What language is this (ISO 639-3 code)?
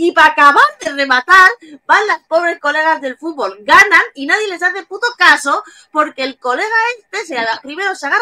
spa